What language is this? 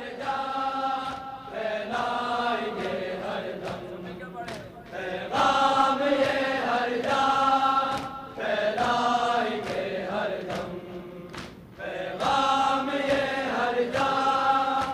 Urdu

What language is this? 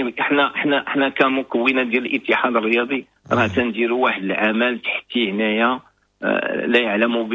Moroccan Arabic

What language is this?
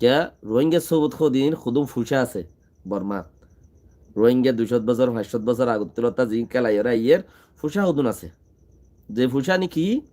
Rohingya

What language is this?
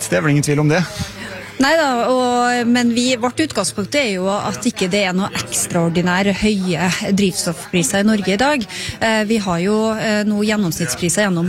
Norwegian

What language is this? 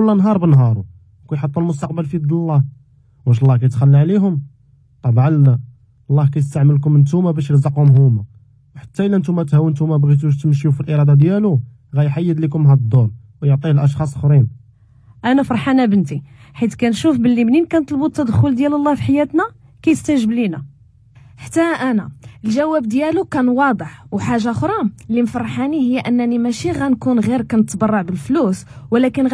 Moroccan Arabic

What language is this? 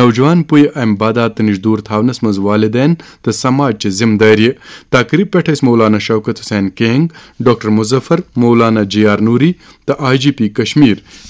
Kashmiri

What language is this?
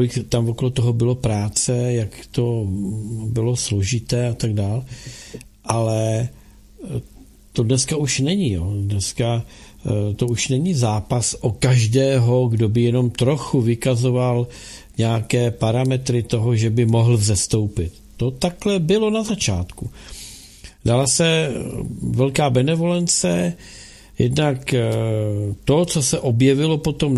Czech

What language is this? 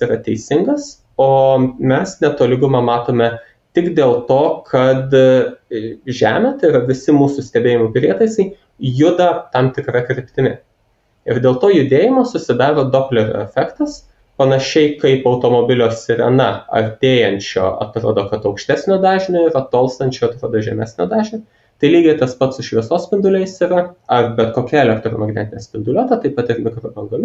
Lithuanian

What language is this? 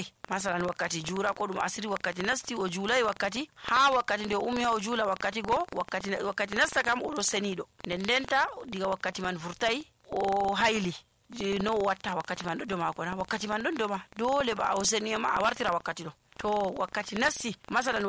Nigerian Fulfulde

